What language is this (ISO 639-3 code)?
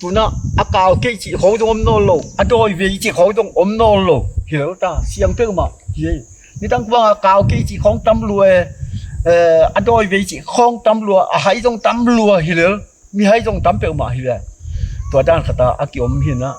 ctd